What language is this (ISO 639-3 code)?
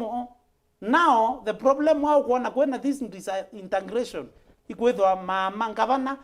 mer